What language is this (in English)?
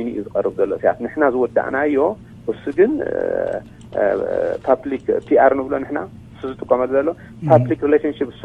Tigrinya